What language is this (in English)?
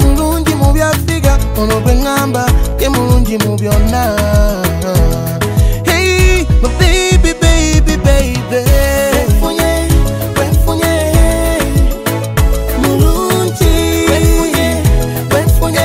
Ganda